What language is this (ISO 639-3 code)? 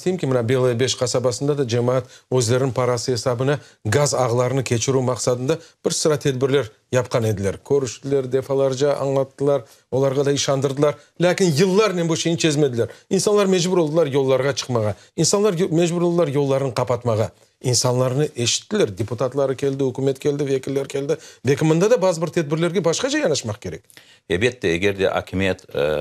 crh